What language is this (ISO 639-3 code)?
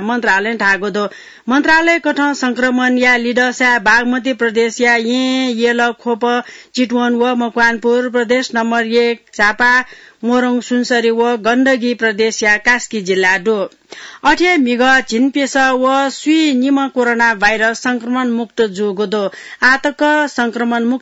new